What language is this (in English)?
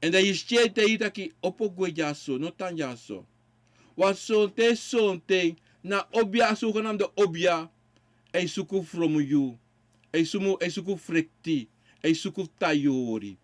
Sranan Tongo